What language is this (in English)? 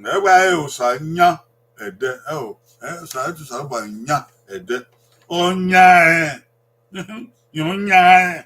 Bini